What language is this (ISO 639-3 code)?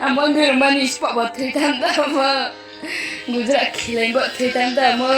ria